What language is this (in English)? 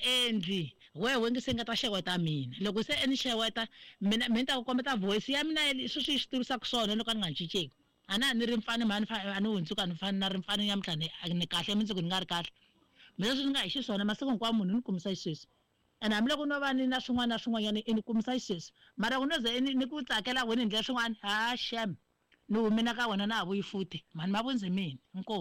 Tsonga